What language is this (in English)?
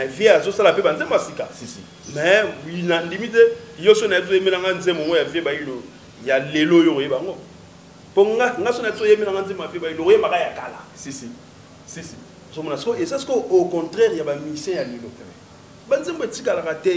Lingala